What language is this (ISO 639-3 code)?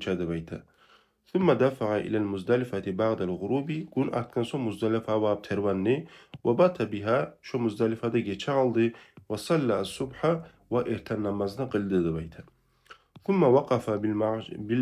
kum